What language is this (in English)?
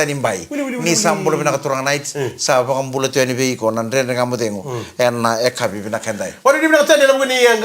Fijian